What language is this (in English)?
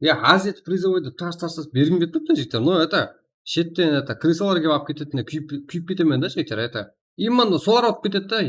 Kara-Kalpak